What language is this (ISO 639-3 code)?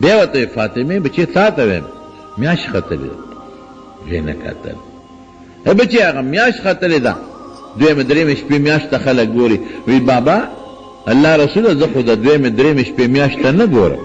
pus